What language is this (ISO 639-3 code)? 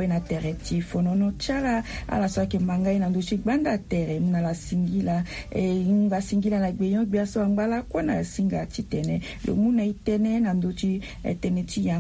sag